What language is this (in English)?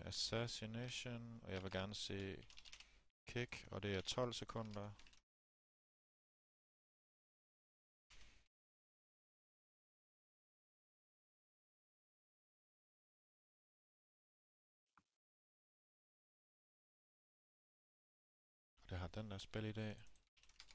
Danish